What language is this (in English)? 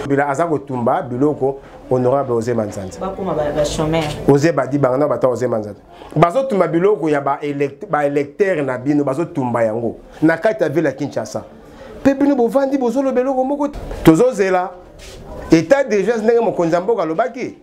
Lingala